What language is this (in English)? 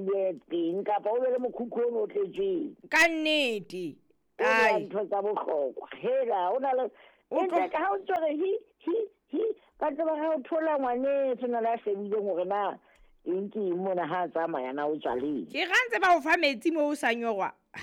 Southern Sotho